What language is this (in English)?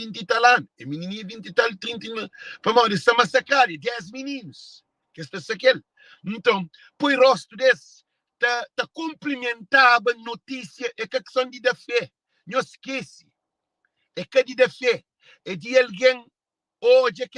Kabuverdianu